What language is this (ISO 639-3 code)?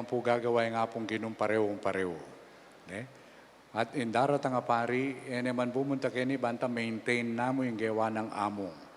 pam